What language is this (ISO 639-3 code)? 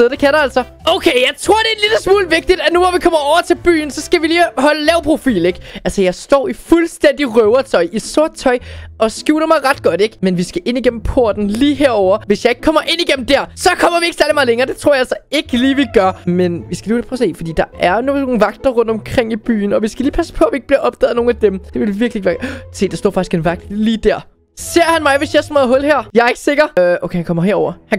dan